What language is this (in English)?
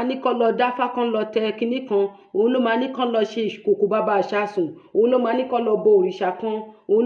Yoruba